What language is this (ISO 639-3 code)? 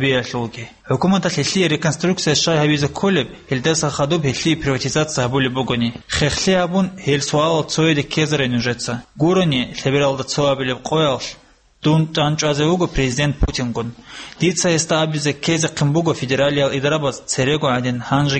ava